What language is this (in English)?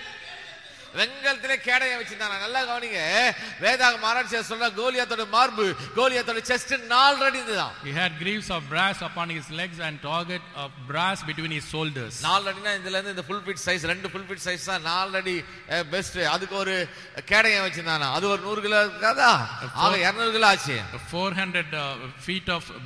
Tamil